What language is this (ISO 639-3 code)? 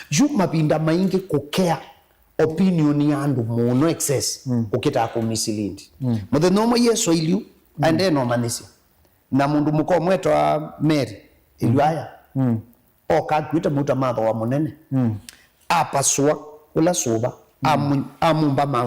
kam